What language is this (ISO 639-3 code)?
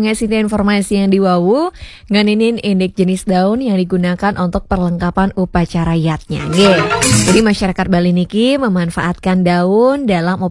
ban